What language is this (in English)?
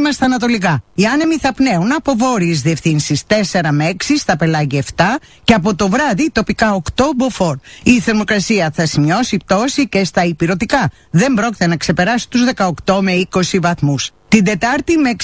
Greek